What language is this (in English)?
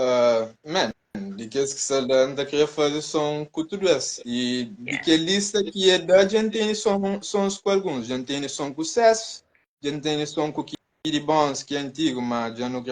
Kabuverdianu